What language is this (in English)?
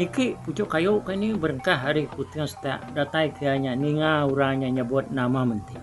Iban